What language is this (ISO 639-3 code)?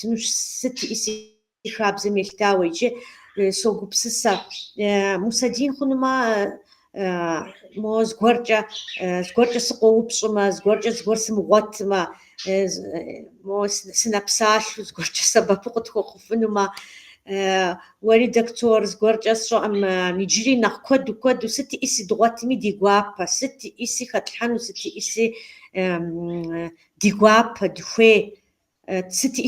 kbd